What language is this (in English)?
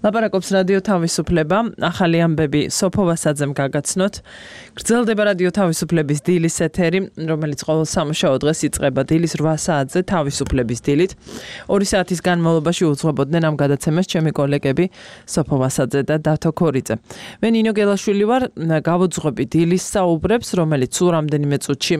Georgian